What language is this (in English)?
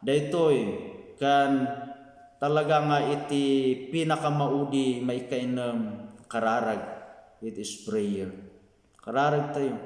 Iloko